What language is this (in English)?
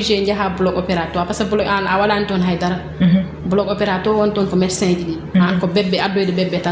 Fula